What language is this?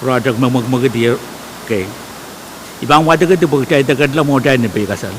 Pohnpeian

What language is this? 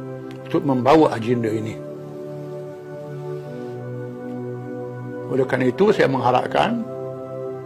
Malay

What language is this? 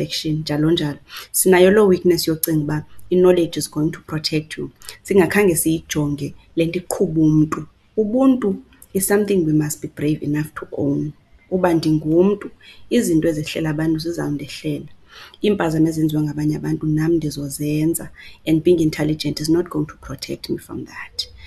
Xhosa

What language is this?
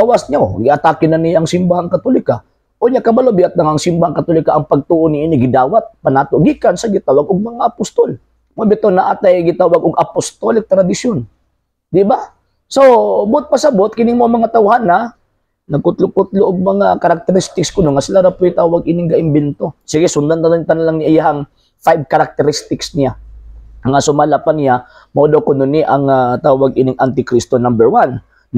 Cebuano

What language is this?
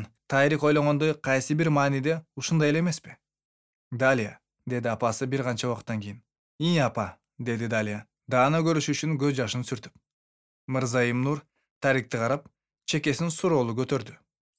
Kyrgyz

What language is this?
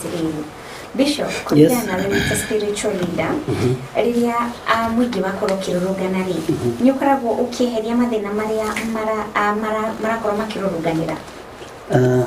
Kikuyu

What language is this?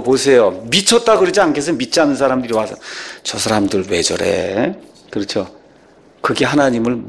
Korean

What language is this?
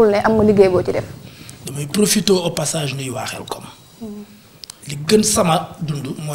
Wolof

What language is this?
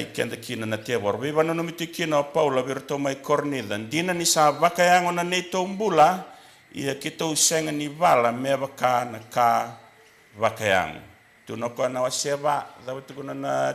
Fijian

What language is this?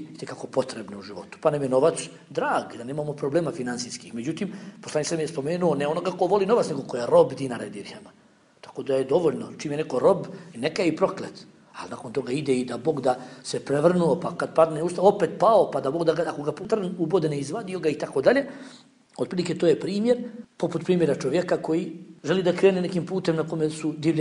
Bosnian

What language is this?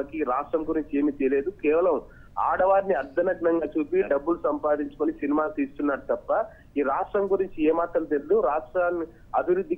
Telugu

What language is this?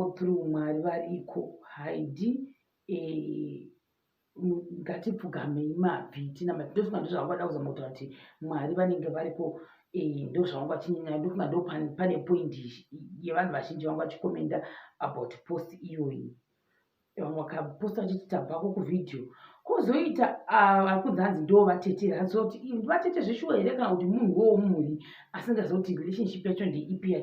Shona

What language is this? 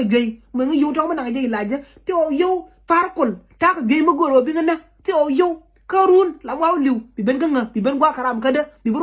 Nuer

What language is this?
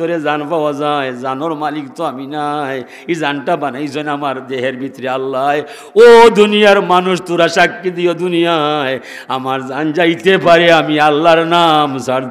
Sylheti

